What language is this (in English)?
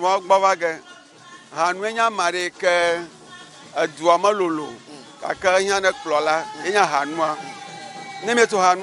Ewe